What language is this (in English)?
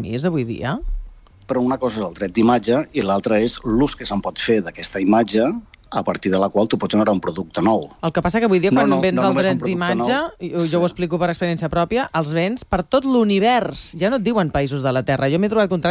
Catalan